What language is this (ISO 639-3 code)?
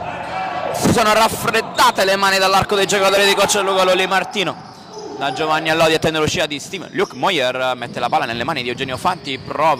ita